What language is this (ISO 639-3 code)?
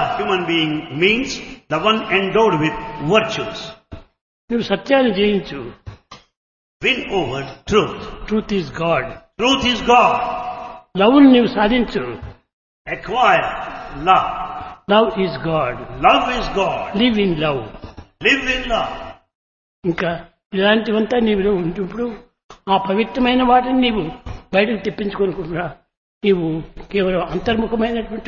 tel